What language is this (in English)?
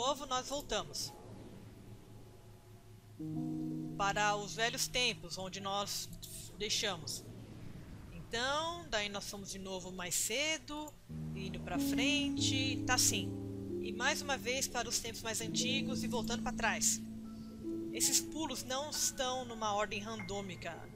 Portuguese